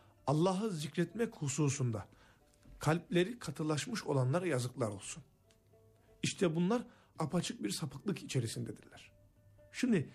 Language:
Turkish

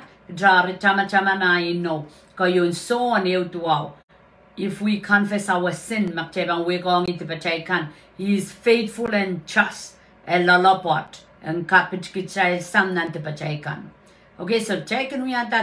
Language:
Pohnpeian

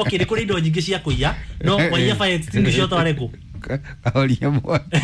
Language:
Kikuyu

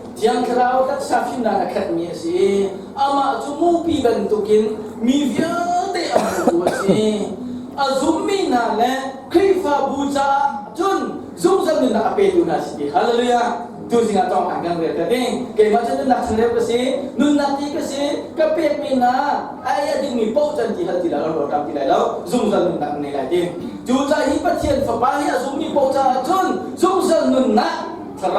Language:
Hakha Chin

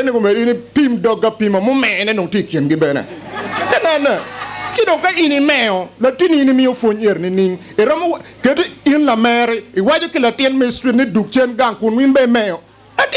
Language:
Acoli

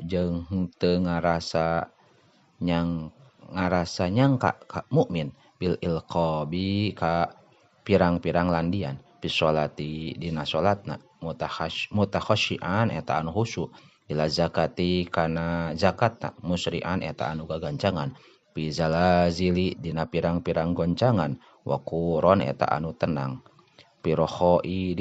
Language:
Sundanese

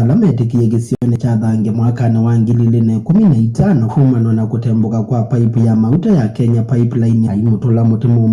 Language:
Kamba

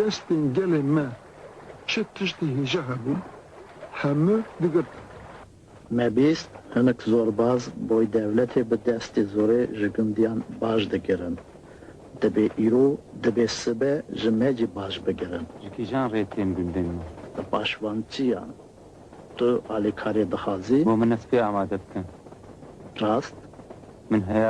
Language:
Kurdish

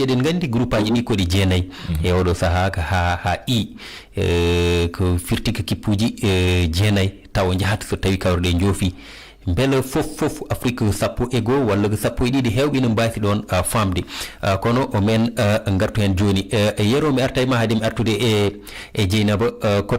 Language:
Fula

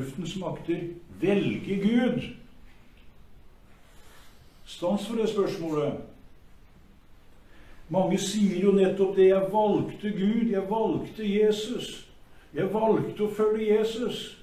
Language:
Norwegian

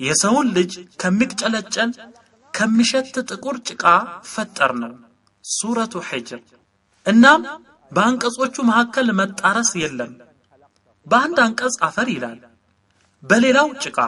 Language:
Amharic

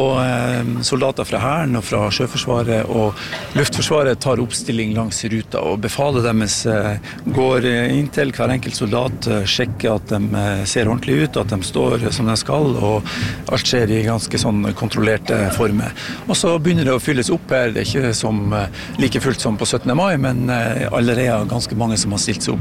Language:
Norwegian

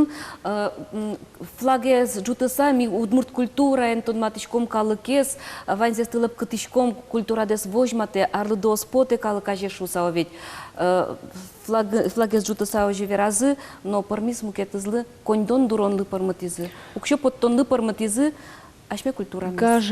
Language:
Udmurt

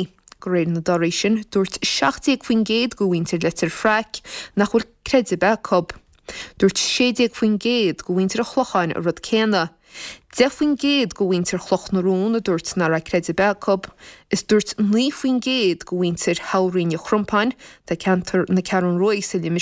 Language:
Irish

